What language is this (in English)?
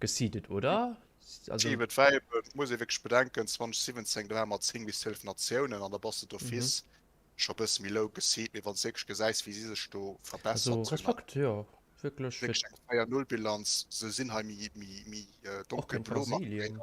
Luxembourgish